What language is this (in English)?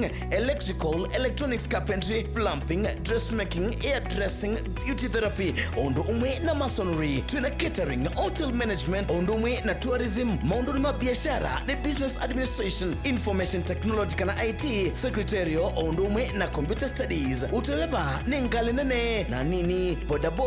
Kamba